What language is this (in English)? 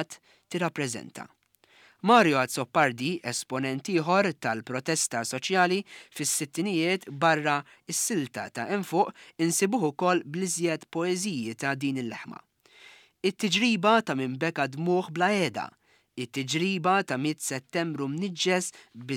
Maltese